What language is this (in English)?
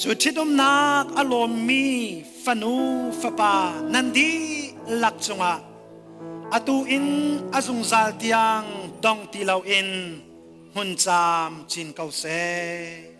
Hakha Chin